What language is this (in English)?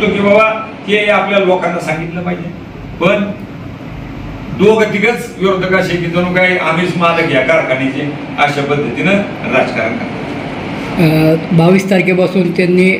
Marathi